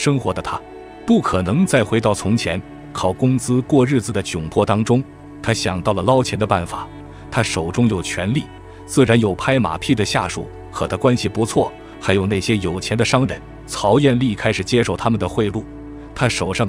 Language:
Chinese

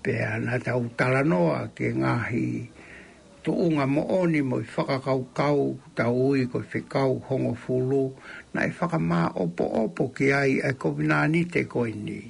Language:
Tongan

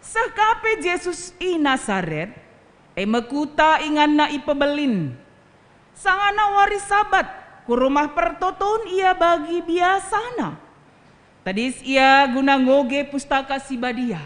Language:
Batak Karo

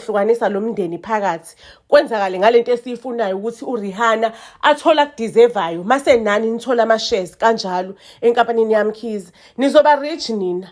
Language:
Zulu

